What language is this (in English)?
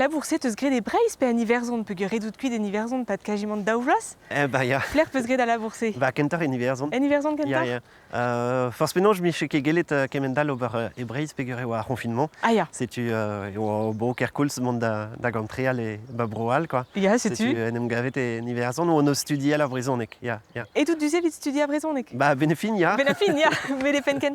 Breton